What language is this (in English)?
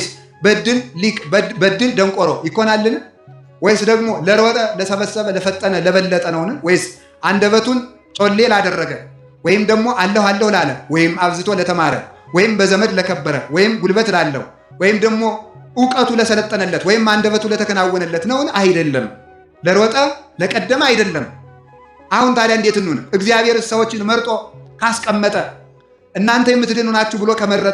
Amharic